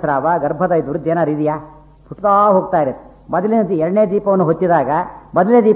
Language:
Kannada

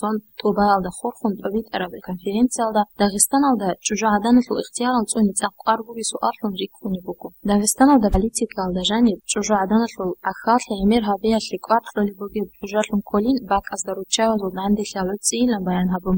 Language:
Avaric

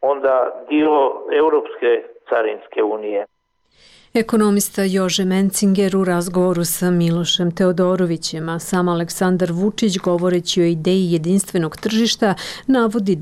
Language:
Serbian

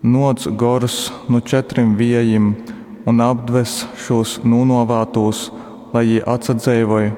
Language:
Latgalian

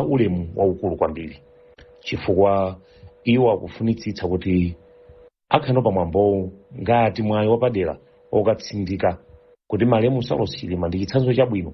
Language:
Nyanja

